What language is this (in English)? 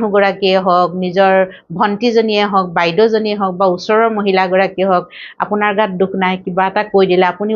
Assamese